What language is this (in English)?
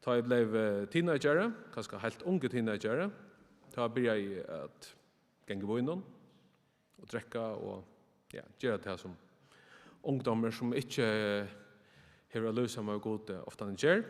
Faroese